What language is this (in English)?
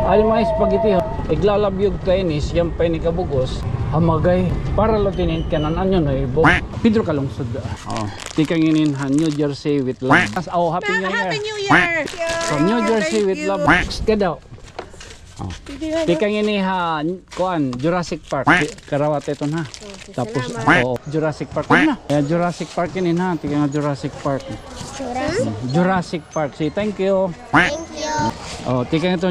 Waray